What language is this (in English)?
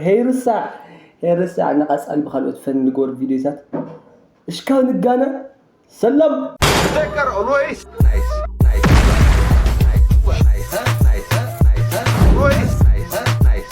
Tigrinya